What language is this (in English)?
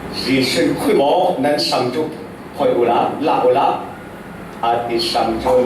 Falam Chin